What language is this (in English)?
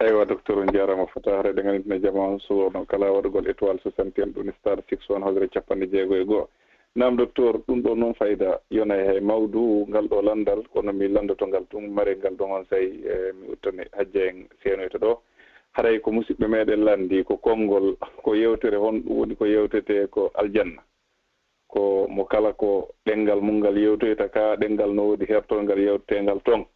Fula